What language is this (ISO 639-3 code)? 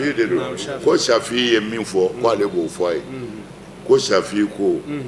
bam